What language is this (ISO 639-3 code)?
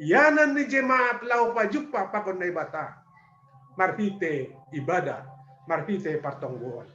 bts